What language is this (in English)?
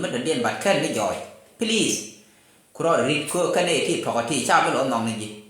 Nuer